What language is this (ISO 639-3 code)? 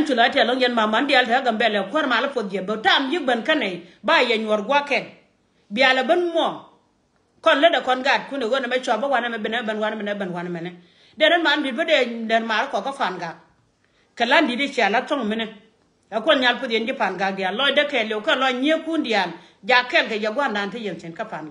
nus